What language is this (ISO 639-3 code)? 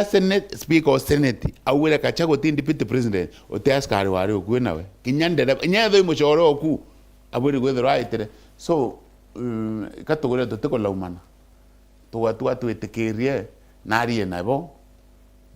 mer